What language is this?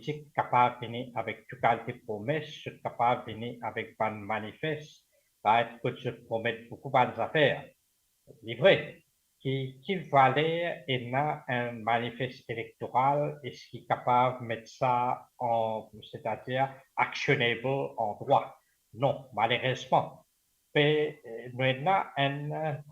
Morisyen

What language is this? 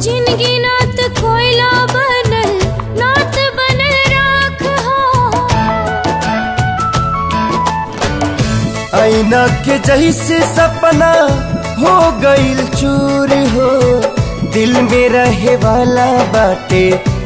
Bhojpuri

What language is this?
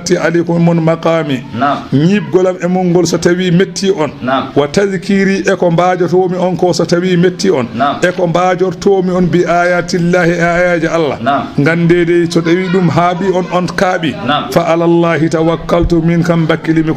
Fula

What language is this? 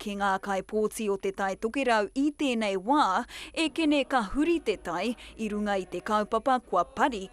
Māori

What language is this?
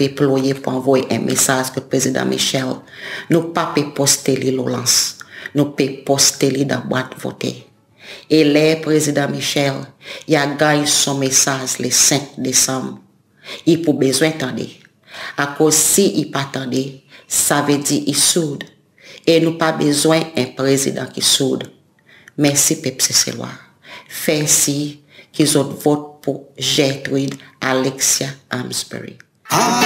Seselwa Creole French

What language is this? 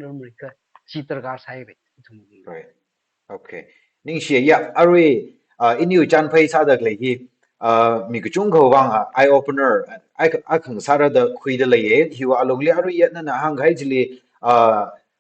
Tangkhul Naga (India)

